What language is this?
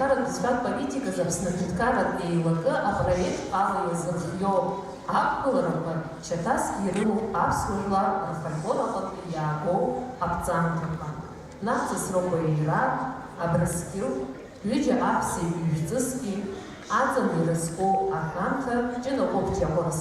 Abkhazian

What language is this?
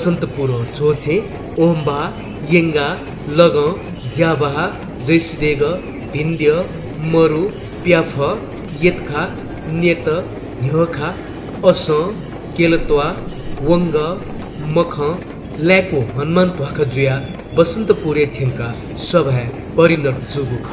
Newari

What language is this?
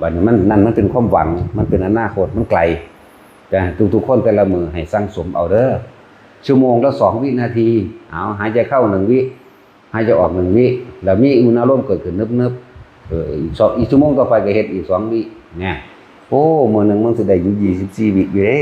Northeastern Thai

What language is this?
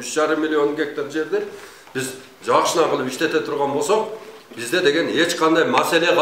Kyrgyz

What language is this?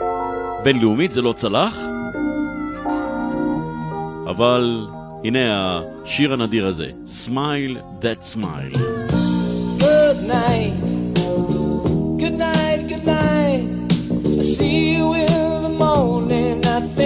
Hebrew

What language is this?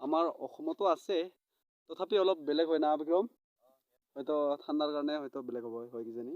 Assamese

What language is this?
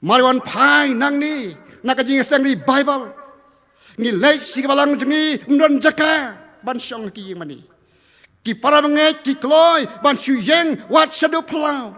Khasi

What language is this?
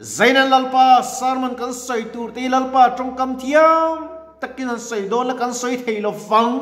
Mizo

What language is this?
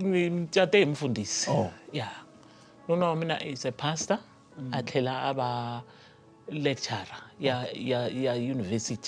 Tsonga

